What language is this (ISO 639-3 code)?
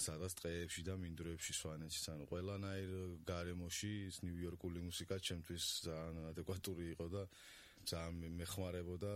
kat